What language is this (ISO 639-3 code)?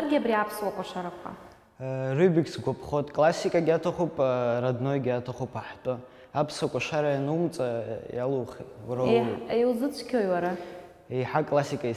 abk